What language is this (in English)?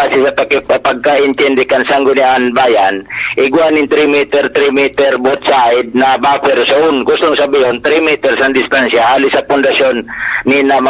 Bikol